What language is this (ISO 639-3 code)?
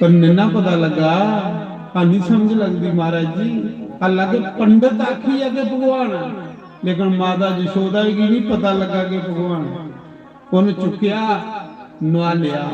doi